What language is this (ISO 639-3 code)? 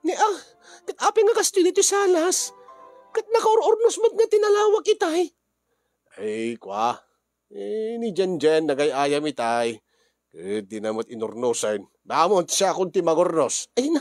ilo